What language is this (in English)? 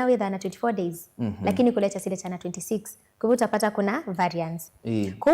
Kamba